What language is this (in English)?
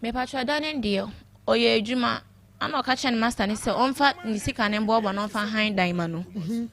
Akan